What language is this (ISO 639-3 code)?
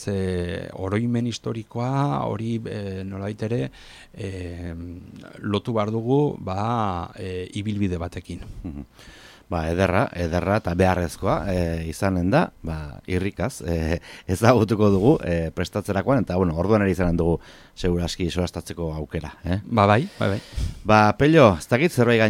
eus